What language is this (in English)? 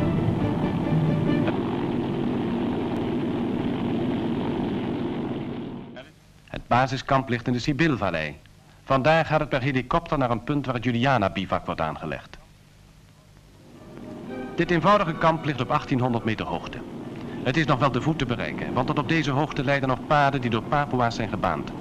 Dutch